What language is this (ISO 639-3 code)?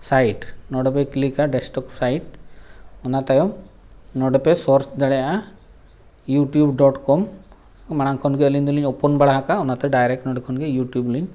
sat